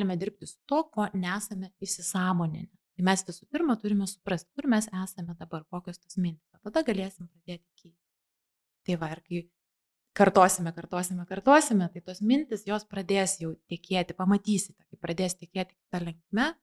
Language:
Lithuanian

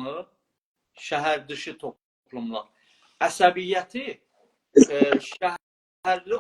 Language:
South Azerbaijani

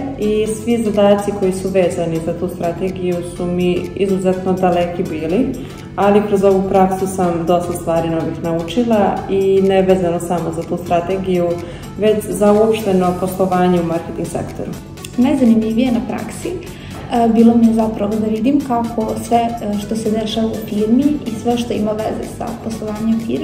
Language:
Serbian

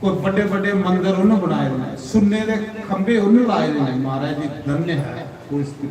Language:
Dogri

